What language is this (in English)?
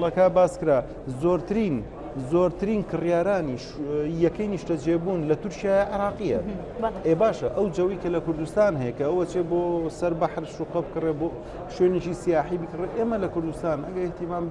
Central Kurdish